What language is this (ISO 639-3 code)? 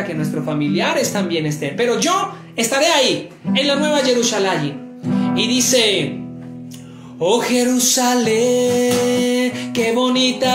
spa